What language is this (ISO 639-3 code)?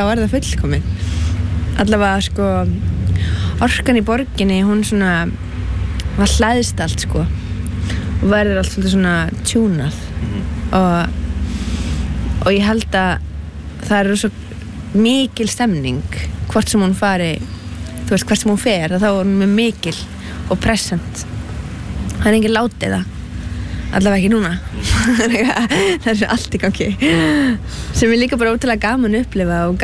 isl